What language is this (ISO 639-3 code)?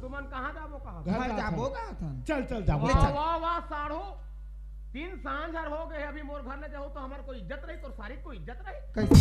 hne